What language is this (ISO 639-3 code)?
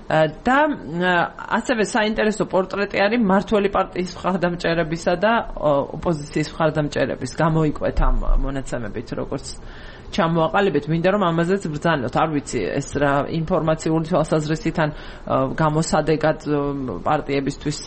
kat